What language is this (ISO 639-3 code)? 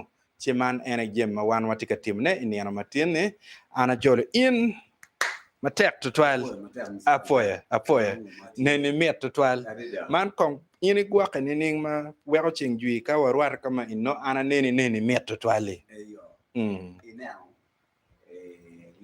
ach